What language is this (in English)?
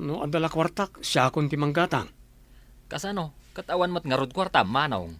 Iloko